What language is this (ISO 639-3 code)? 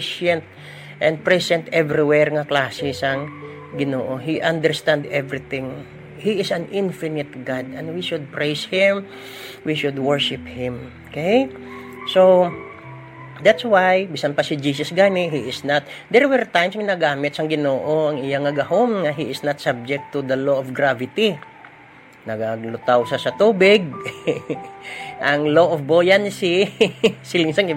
hil